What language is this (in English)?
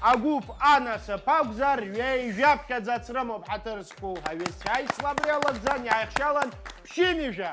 Abkhazian